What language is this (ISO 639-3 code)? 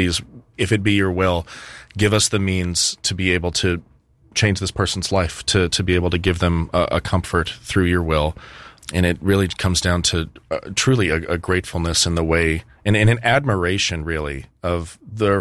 eng